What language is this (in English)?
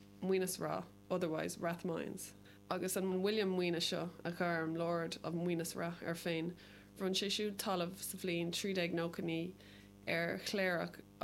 Irish